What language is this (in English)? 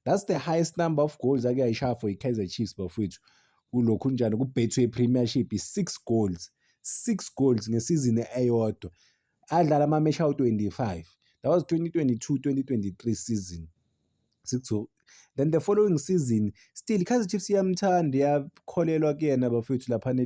Zulu